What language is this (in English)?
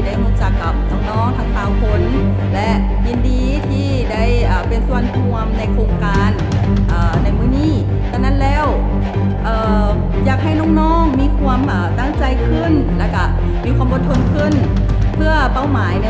Lao